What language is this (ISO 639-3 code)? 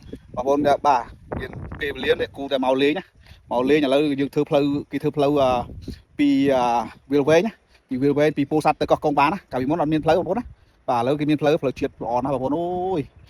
khm